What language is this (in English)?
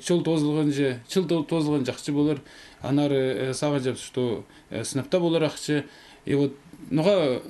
Khakas